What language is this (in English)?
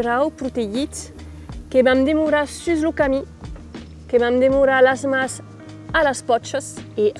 Occitan